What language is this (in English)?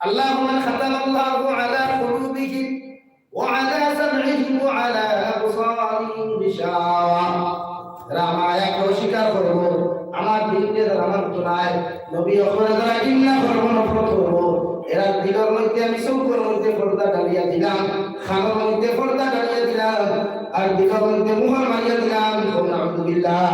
Sylheti